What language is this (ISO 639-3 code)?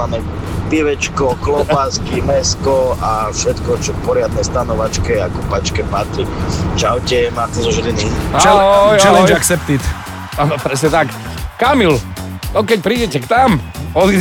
slk